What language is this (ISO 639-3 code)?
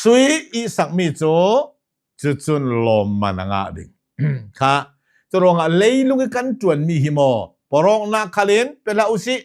cnh